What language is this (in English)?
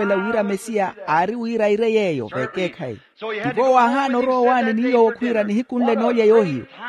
Makhuwa